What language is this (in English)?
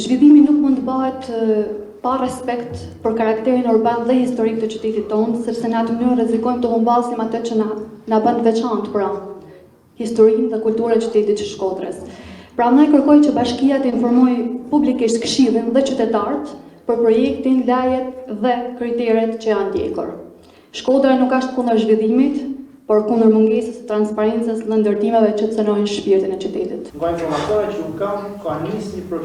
Albanian